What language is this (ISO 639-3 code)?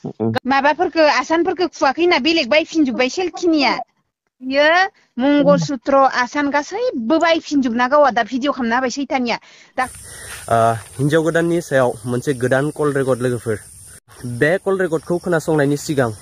brx